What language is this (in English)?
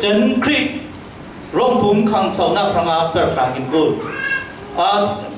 Falam Chin